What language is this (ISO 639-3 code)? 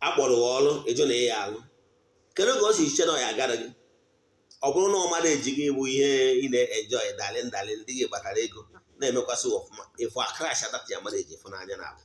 ibo